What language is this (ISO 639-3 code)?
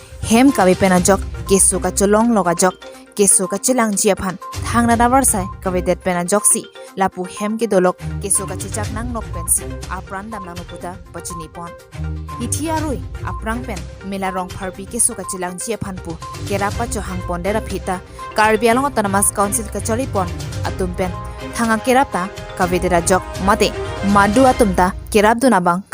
mjw